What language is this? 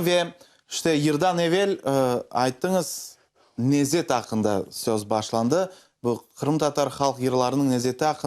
Crimean Tatar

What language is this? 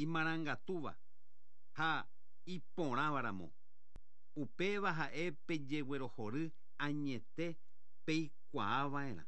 Guarani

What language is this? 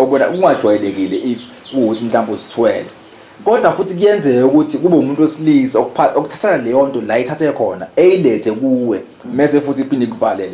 Zulu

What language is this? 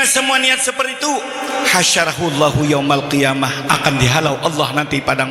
Banjar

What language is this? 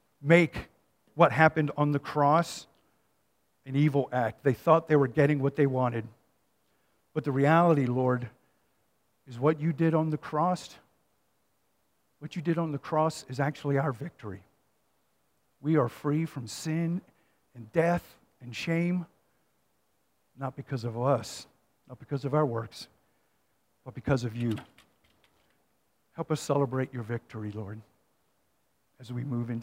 English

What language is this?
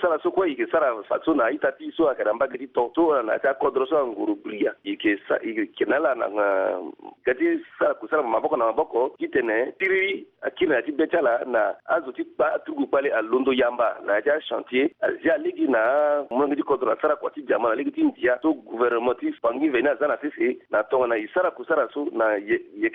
Sango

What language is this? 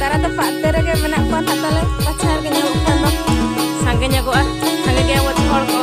Santali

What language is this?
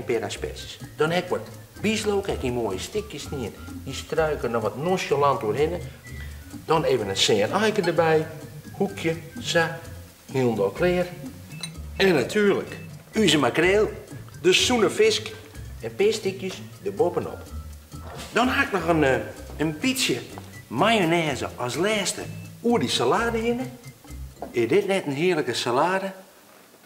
Western Frisian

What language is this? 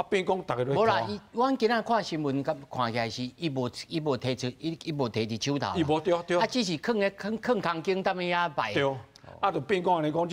Min Nan Chinese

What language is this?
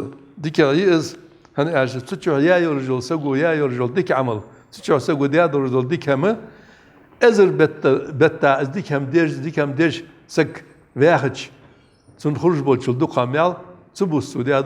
Ingush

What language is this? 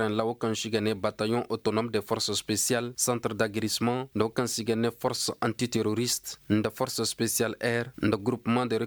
Koyraboro Senni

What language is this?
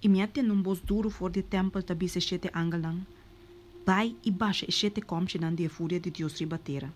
Papiamento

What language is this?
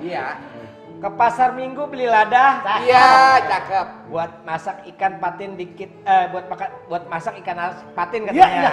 Betawi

